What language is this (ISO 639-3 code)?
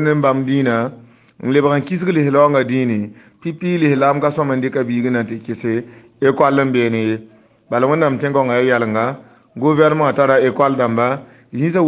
mos